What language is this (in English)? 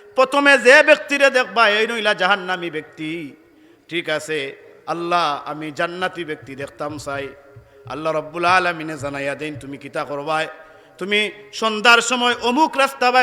Sylheti